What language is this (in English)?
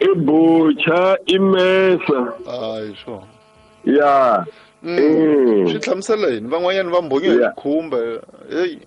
Tsonga